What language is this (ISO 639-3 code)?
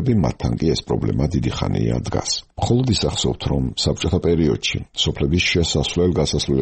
kat